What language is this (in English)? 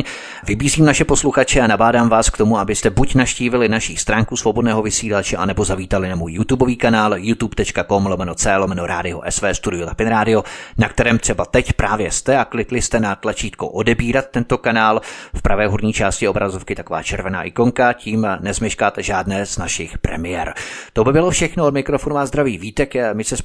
Czech